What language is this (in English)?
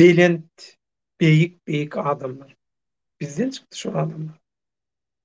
Turkmen